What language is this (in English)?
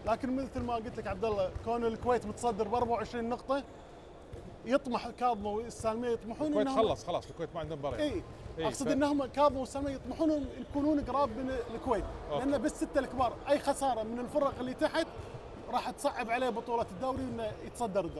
Gulf Arabic